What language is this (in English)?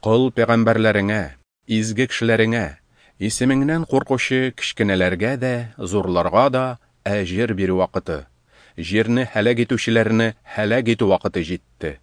Tatar